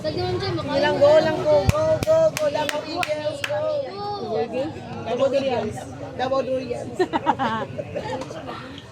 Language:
Cebuano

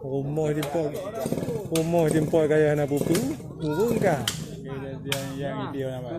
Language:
Achinese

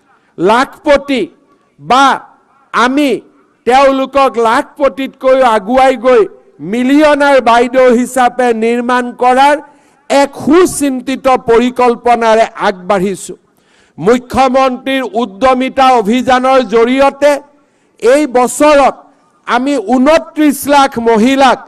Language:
Assamese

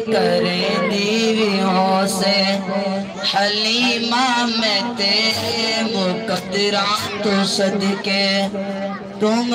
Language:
Saraiki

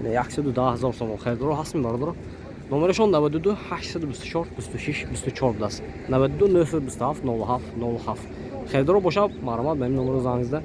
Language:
Tajik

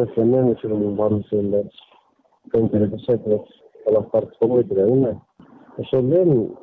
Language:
Kyrgyz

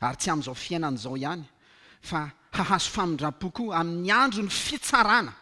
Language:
Malagasy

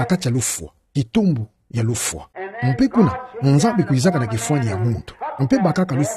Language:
Kituba (Democratic Republic of Congo)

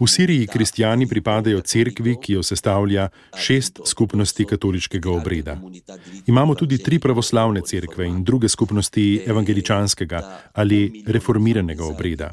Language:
Slovenian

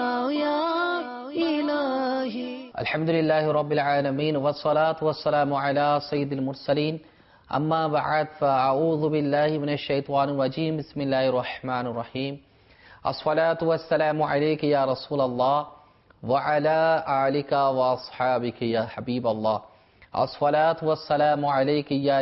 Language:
Bangla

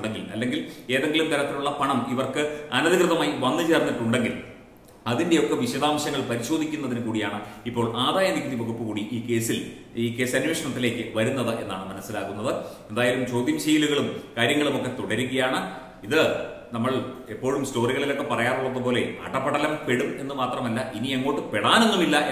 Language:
Malayalam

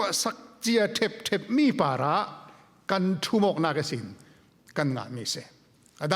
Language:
Falam Chin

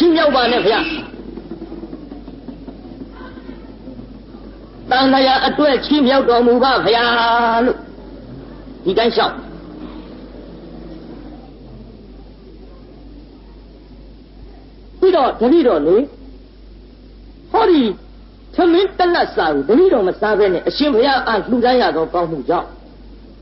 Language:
Burmese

